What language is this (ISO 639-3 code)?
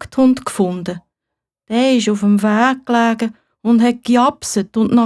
gsw